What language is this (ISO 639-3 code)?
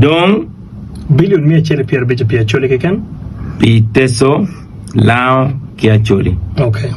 ach